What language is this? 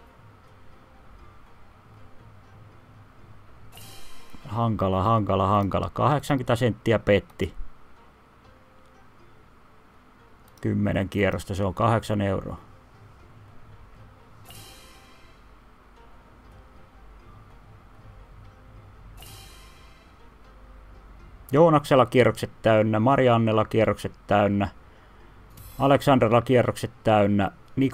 Finnish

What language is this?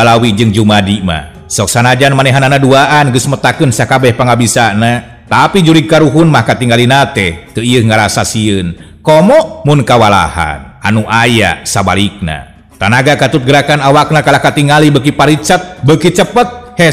Sundanese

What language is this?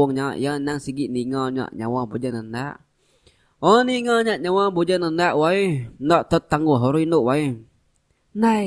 Iban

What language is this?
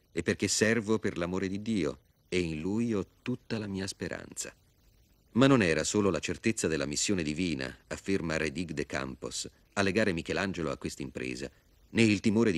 Italian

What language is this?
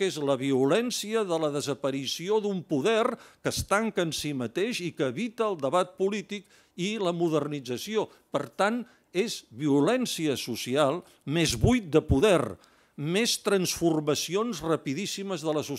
Catalan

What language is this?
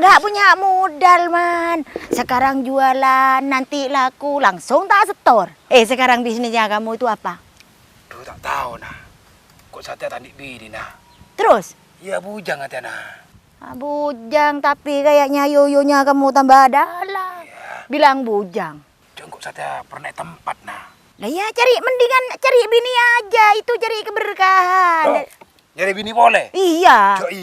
Madurese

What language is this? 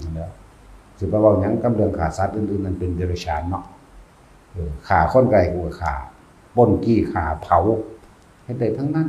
Northeastern Thai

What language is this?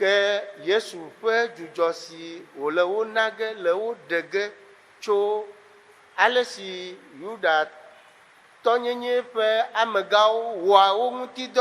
Ewe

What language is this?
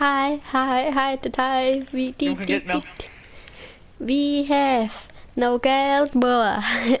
Bavarian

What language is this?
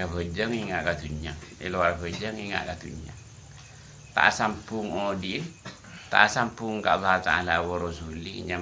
Madurese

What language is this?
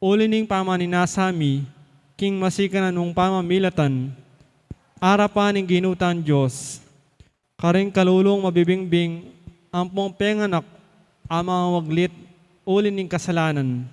Pampanga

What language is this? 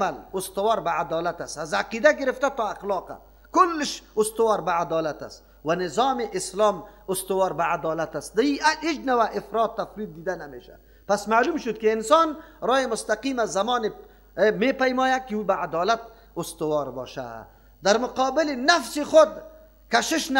Persian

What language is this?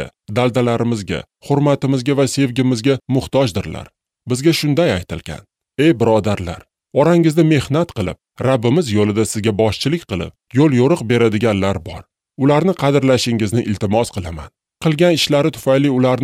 Uzbek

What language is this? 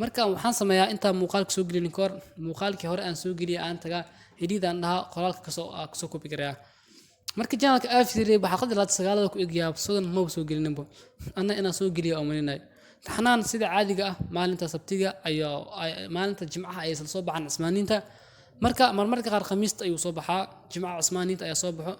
Somali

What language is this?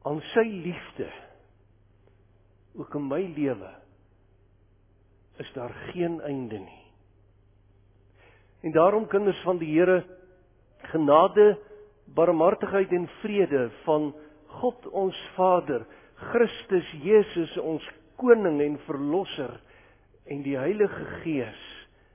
Afrikaans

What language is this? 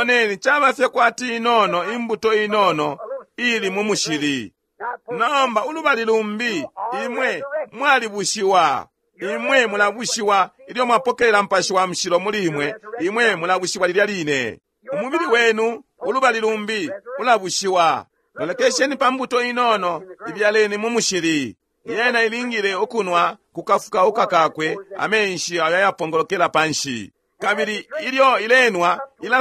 Bemba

